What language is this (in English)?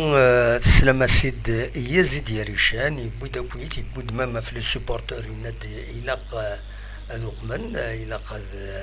Kabyle